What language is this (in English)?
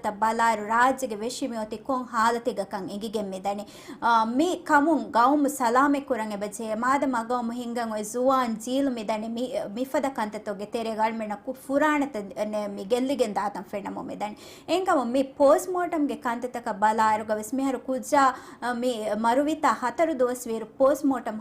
Divehi